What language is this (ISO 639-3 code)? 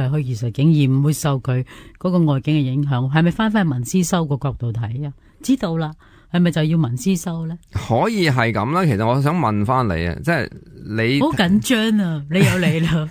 yue